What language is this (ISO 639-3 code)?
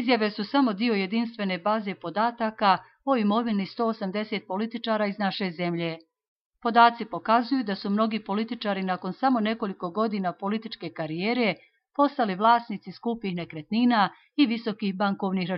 bos